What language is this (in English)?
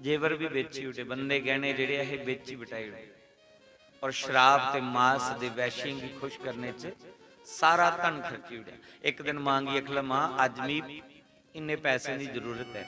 Dogri